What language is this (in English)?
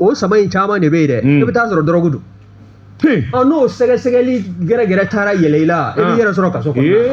Bambara